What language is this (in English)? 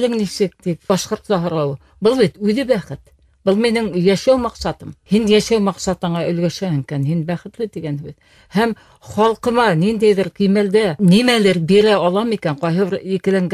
Bashkir